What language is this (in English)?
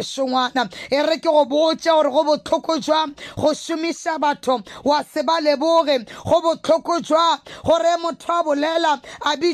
Northern Sotho